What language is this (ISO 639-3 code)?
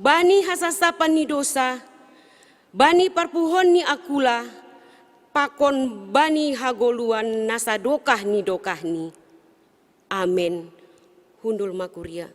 bts